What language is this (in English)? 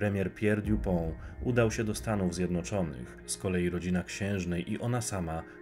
Polish